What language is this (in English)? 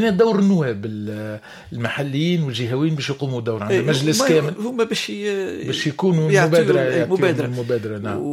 Tunisian Arabic